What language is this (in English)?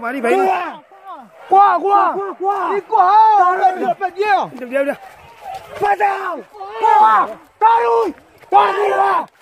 Minangkabau